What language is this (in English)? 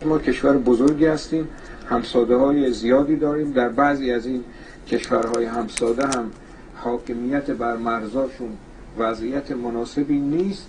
Persian